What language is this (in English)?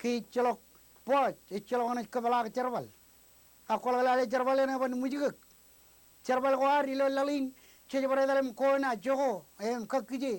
Marshallese